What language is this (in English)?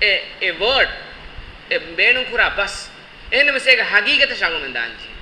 Divehi